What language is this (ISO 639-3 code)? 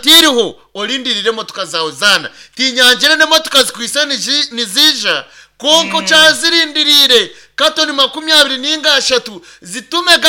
nyn